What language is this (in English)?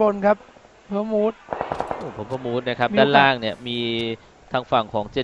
Thai